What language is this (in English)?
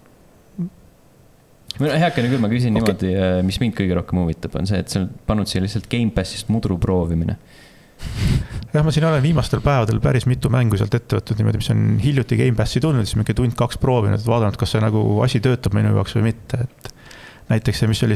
Estonian